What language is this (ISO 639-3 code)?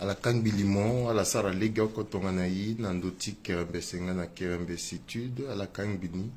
sag